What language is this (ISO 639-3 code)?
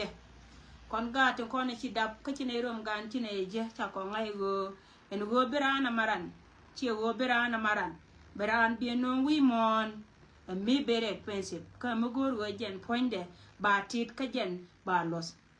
nus